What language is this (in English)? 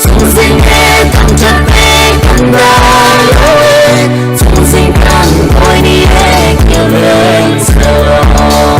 Hakha Chin